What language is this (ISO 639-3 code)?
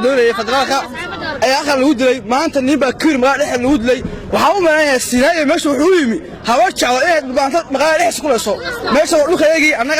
som